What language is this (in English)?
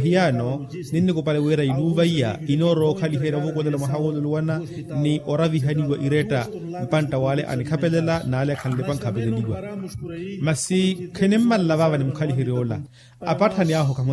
Makhuwa